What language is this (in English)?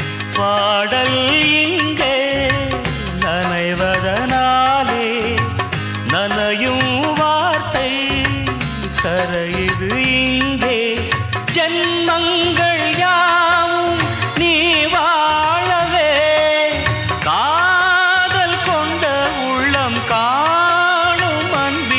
Tamil